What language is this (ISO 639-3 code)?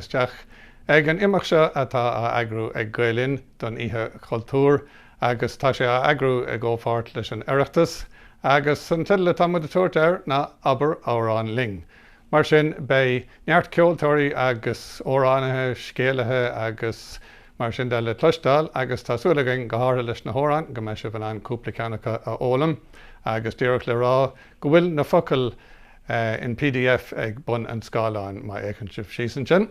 gle